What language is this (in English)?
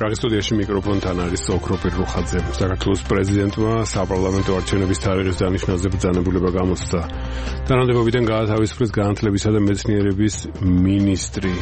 Georgian